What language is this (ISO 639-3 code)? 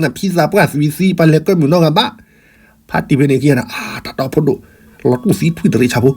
ksw